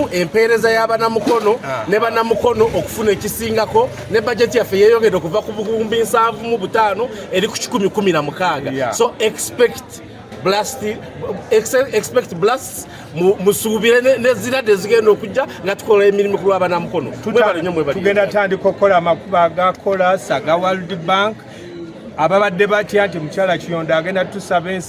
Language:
Ganda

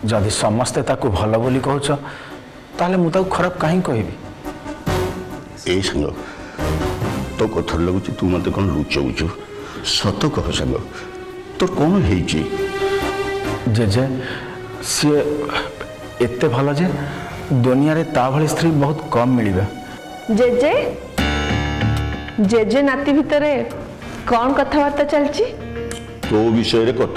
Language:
Odia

